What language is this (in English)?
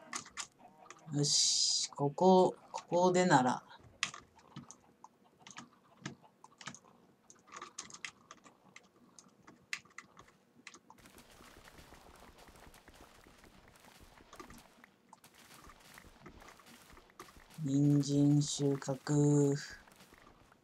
Japanese